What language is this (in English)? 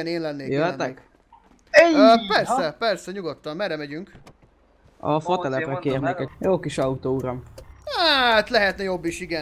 Hungarian